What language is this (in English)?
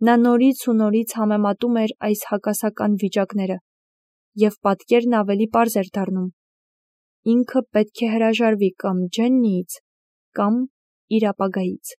Armenian